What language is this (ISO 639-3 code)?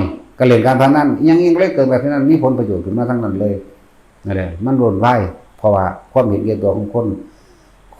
tts